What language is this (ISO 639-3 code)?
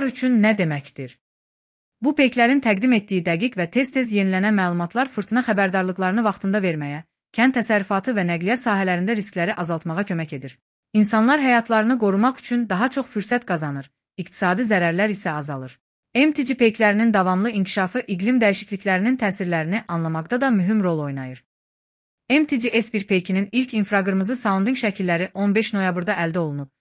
aze